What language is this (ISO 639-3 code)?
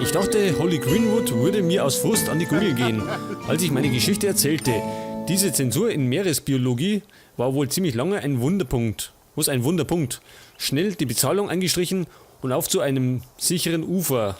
bar